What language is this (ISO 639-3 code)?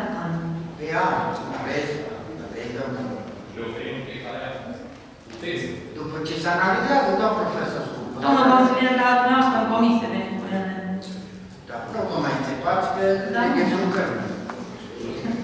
ron